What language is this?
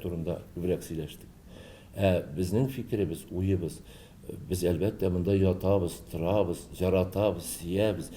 Tatar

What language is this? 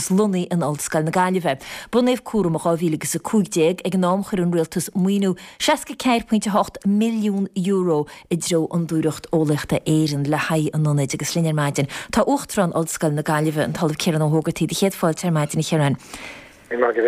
Irish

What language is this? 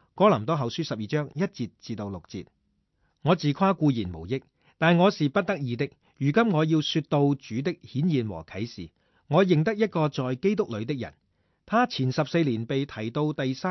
Cantonese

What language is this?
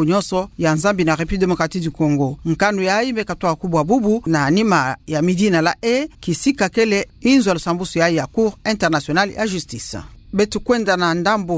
Kituba (Democratic Republic of Congo)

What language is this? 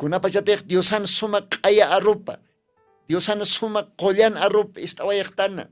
Aymara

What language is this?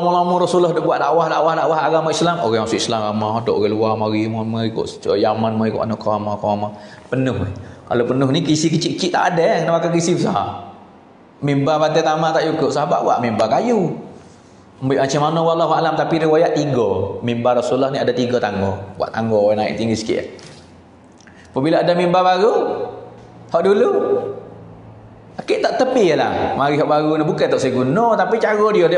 Pattani Malay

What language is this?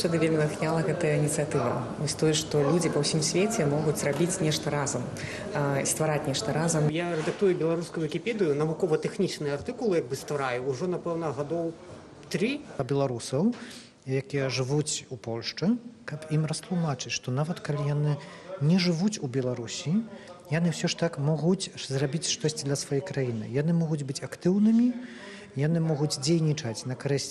Belarusian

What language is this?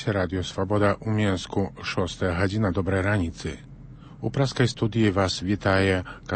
Belarusian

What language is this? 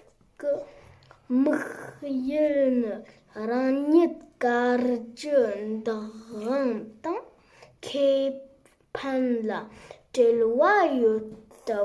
Tibetan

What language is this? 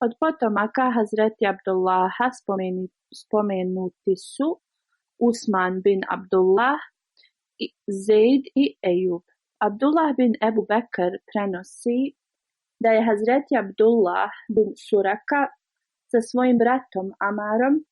Bosnian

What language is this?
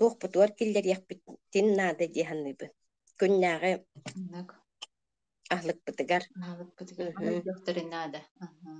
Yakut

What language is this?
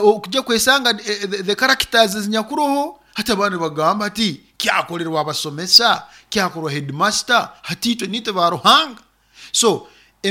Nyoro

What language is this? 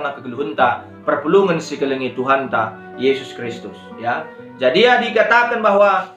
Batak Karo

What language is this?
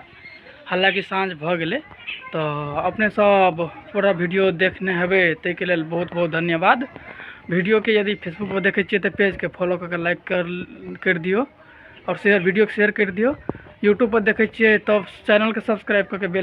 Maithili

